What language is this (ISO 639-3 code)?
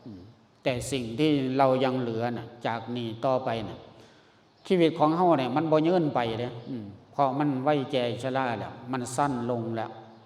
lao